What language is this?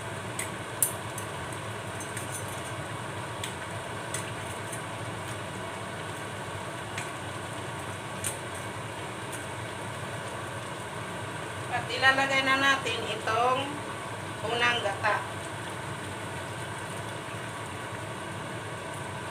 Filipino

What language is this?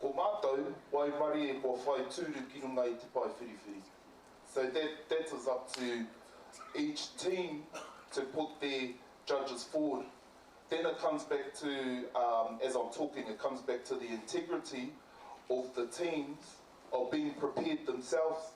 Māori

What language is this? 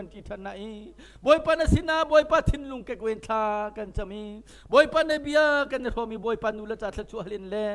Hakha Chin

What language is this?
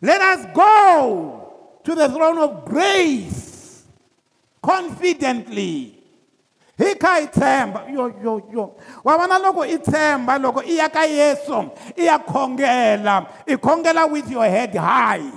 Tsonga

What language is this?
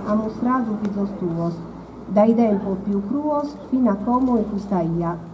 Sardinian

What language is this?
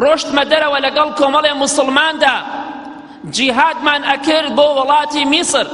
Central Kurdish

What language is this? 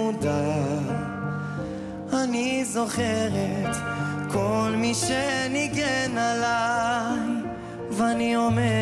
Hebrew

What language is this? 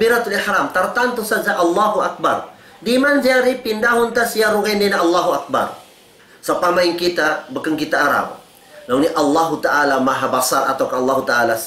Tausug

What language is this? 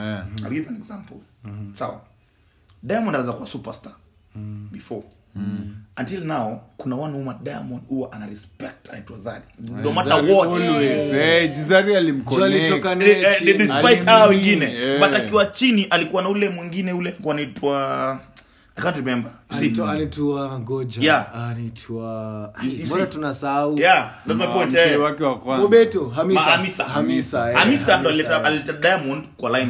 Swahili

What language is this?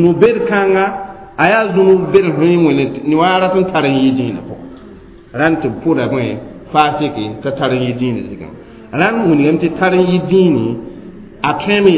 Mossi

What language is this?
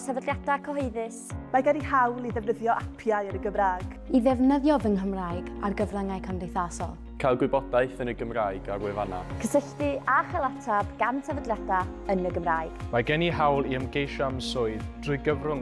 Welsh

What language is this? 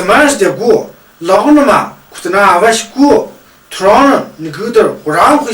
Tu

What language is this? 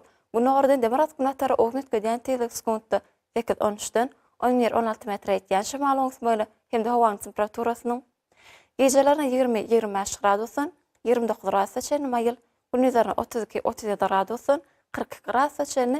Turkmen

